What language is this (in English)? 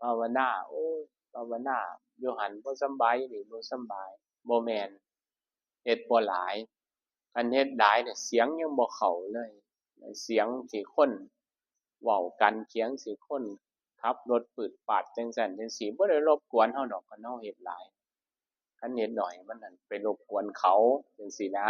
Lao